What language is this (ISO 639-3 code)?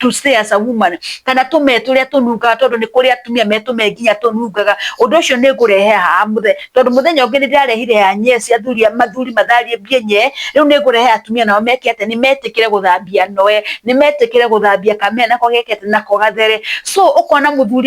kik